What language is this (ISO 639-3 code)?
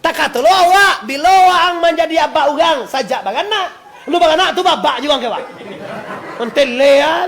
min